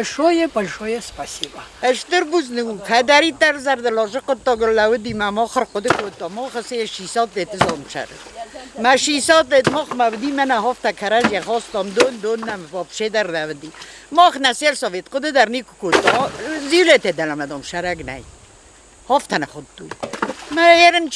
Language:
Ossetic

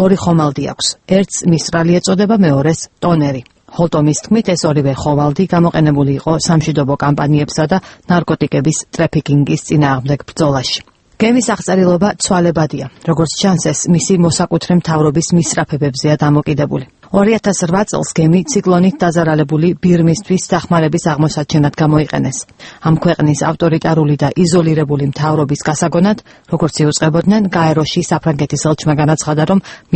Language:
Georgian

